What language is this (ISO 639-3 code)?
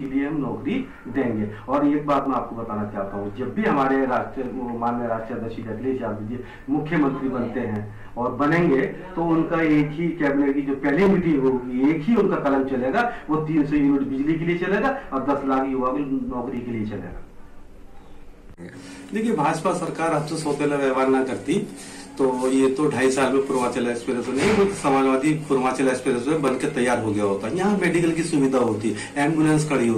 hin